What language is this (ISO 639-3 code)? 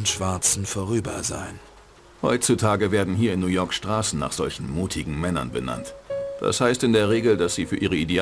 bar